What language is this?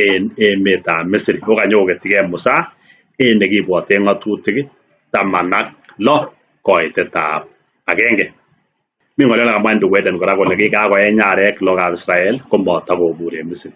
Kalenjin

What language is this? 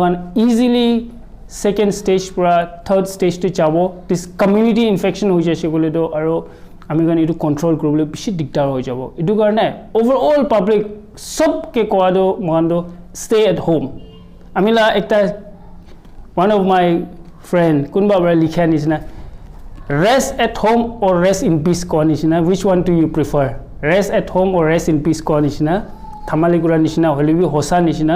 Naga Pidgin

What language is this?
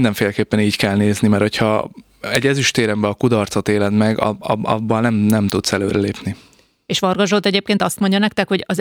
Hungarian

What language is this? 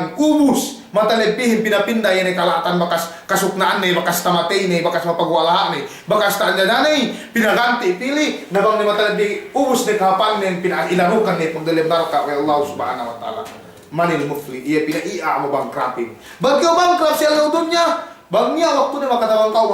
Yakan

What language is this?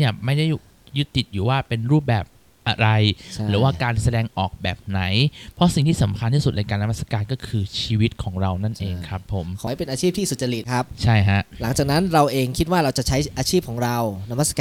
Thai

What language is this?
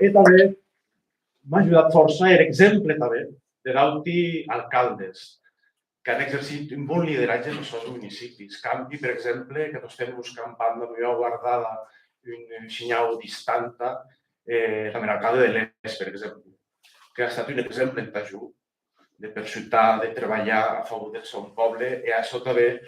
Occitan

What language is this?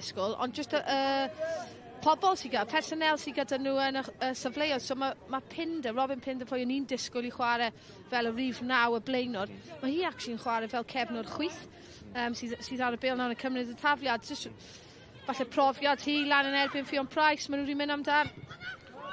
Welsh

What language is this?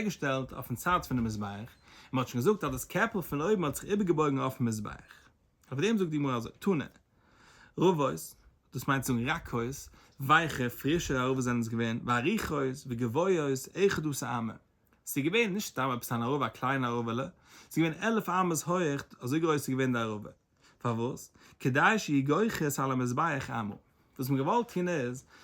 Yiddish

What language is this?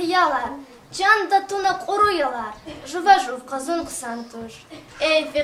Lezghian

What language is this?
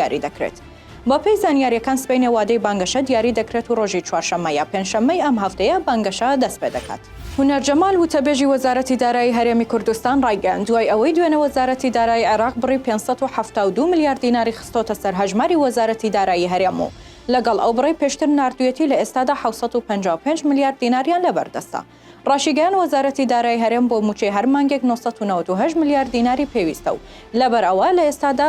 Central Kurdish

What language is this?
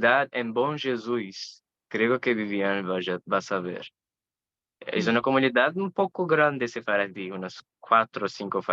Ladino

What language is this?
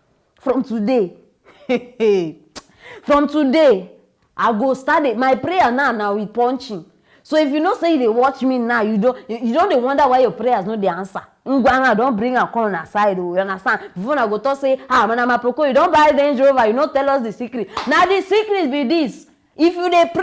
Nigerian Pidgin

